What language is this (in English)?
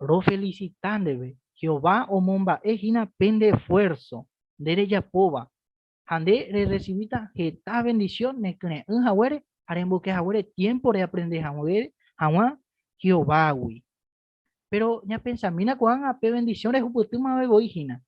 Guarani